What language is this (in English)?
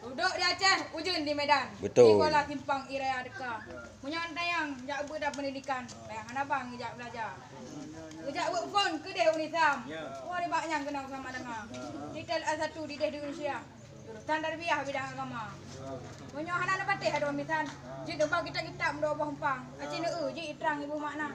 Achinese